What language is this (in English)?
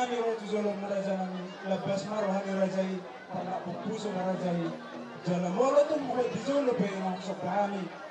Batak Toba